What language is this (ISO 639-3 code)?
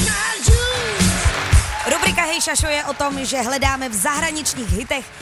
ces